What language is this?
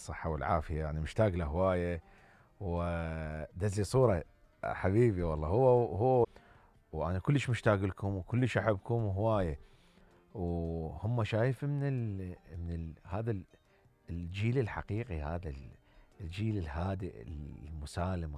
Mesopotamian Arabic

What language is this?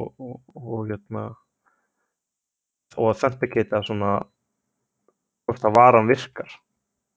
Icelandic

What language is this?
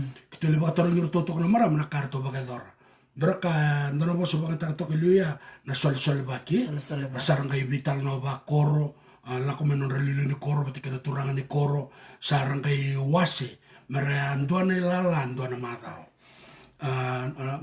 Fijian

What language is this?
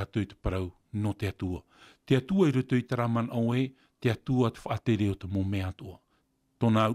Tahitian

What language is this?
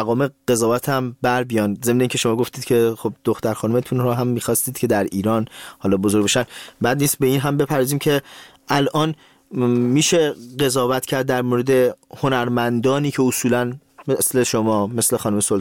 Persian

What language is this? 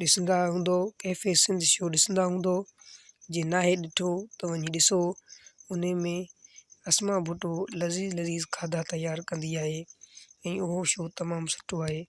Sindhi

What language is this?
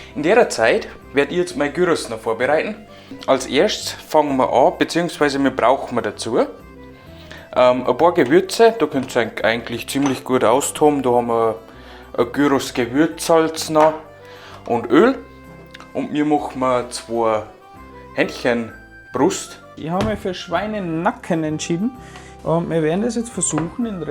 Bavarian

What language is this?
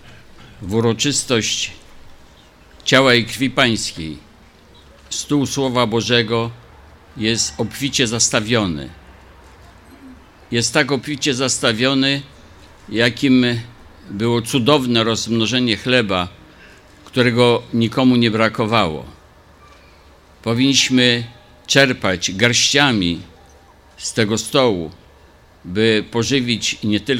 Polish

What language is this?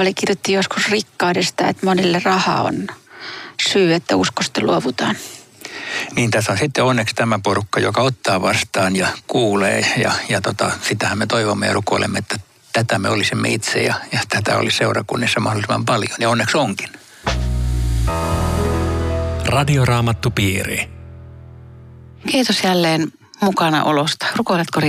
Finnish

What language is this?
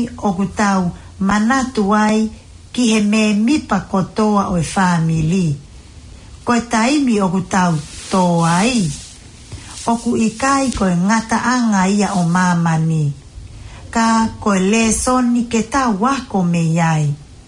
Tongan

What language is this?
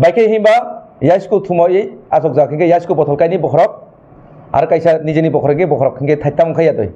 Kok Borok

